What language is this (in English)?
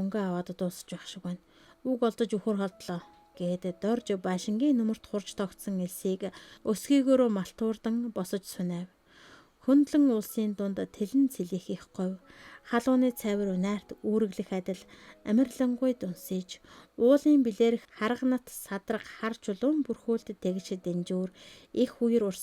Mongolian